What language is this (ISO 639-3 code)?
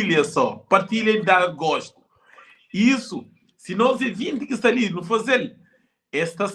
kea